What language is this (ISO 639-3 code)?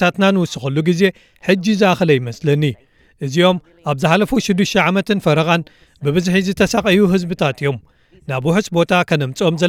tir